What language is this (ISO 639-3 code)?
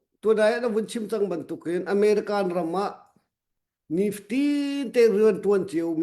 cnh